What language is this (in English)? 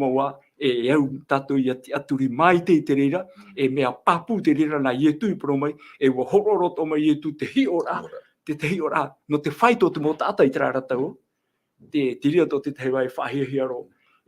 Tahitian